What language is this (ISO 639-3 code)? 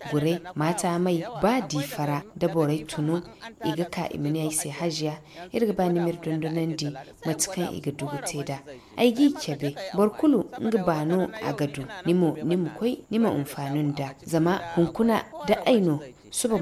dje